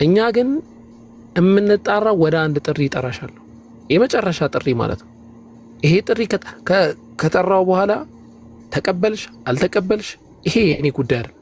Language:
Amharic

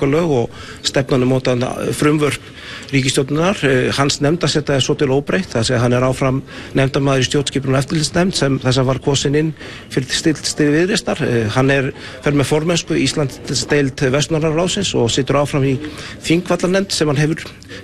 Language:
Icelandic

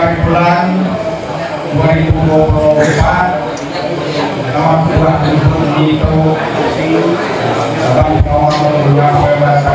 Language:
Malay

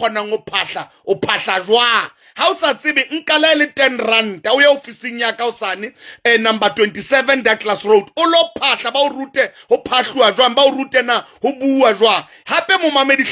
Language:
Southern Sotho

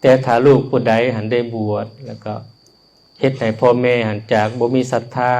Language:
Lao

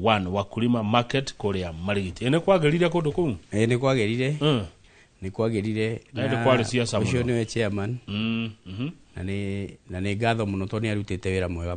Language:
Kikuyu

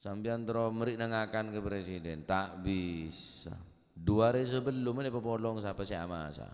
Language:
Madurese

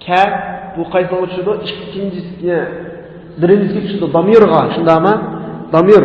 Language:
Uyghur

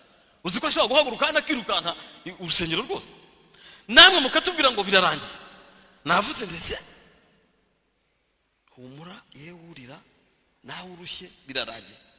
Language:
Kinyarwanda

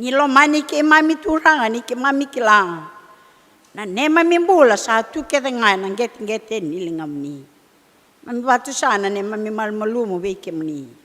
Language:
Fijian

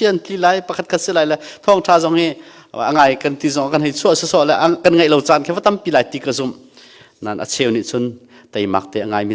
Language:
Hakha Chin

